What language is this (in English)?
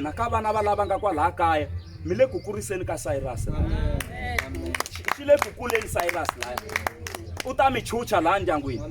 Tsonga